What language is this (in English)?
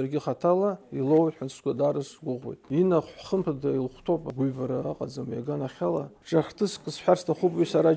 Abkhazian